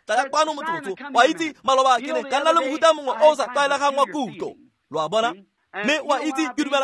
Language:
Tswana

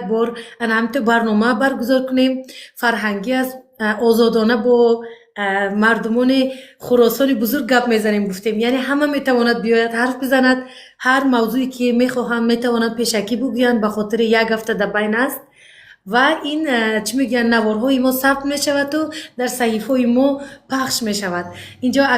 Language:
Tajik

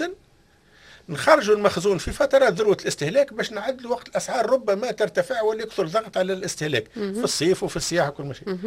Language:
Tunisian Arabic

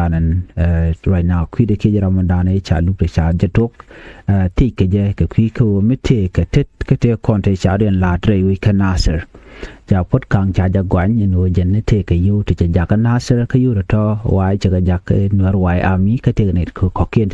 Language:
Nuer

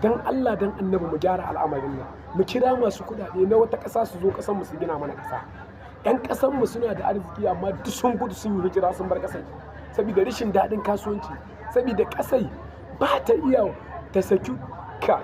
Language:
Hausa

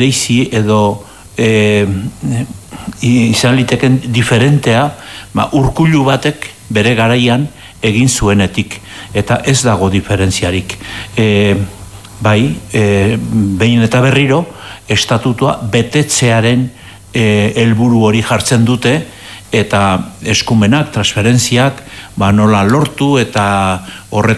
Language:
Basque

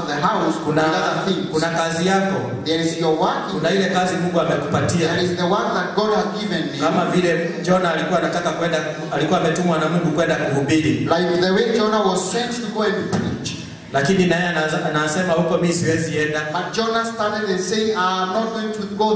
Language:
Swahili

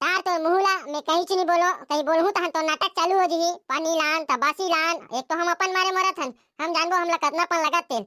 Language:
Chhattisgarhi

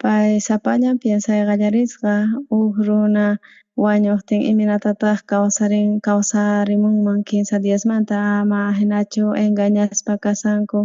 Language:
South Bolivian Quechua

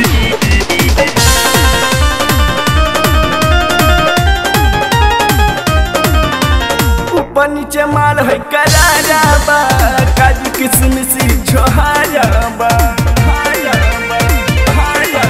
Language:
Bhojpuri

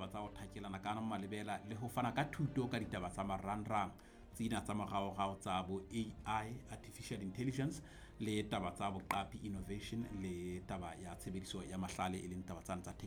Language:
Southern Sotho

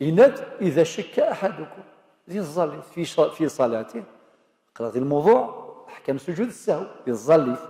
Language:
Kabyle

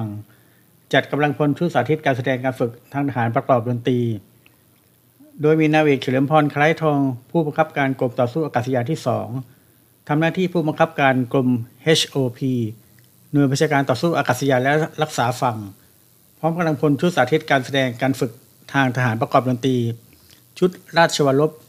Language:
Thai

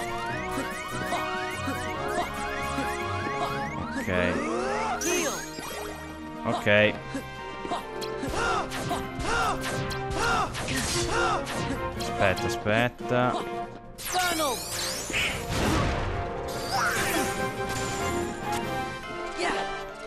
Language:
Italian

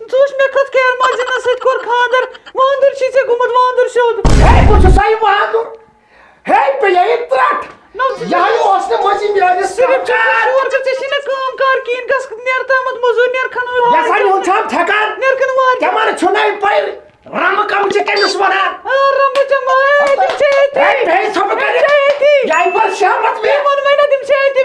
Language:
Kashmiri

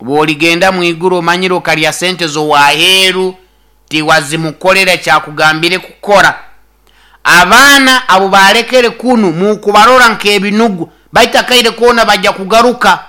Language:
Nyoro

